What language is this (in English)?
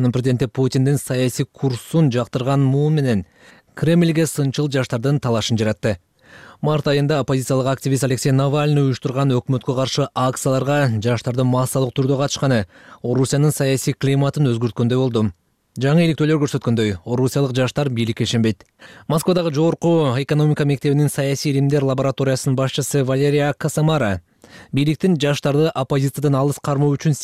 Kyrgyz